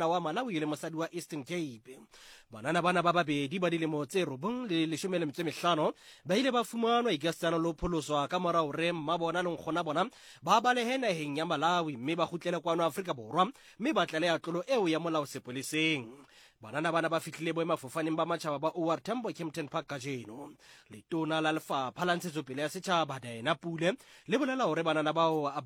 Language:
Southern Sotho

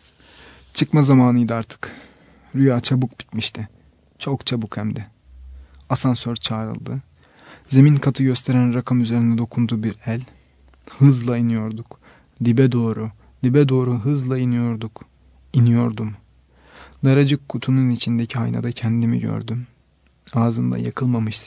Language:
Turkish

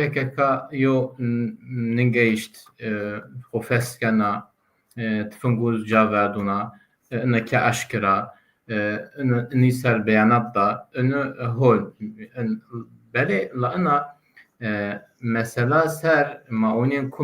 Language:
Zaza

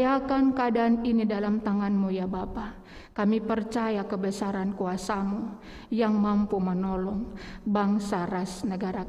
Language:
Batak Karo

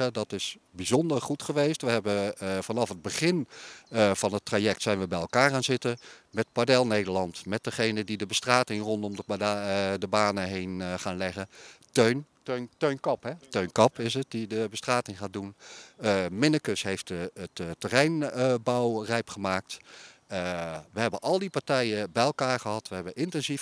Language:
Dutch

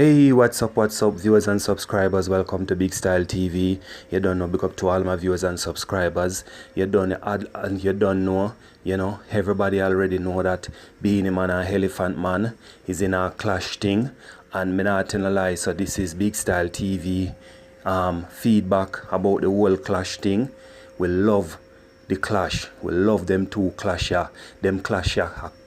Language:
Jamaican Creole English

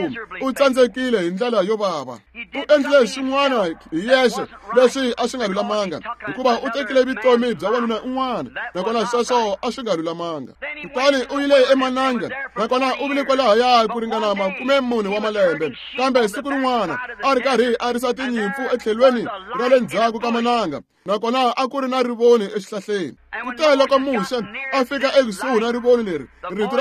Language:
Tsonga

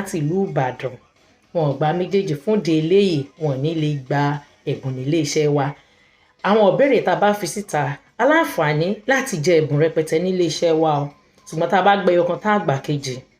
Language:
Yoruba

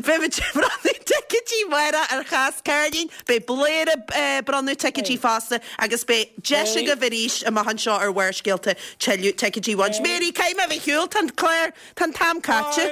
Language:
Irish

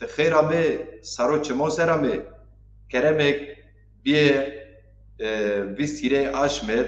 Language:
Zaza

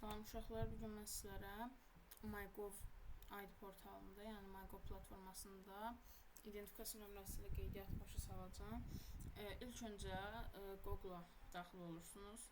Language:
Azerbaijani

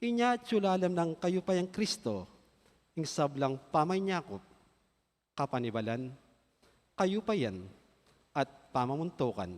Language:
Pampanga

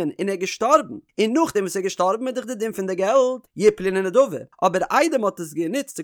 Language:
Yiddish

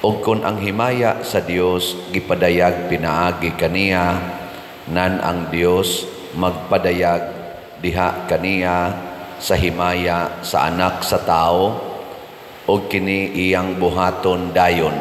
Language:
Cebuano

